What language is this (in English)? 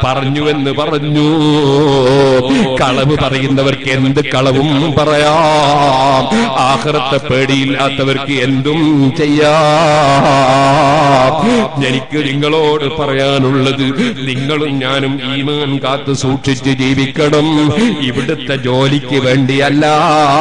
Malayalam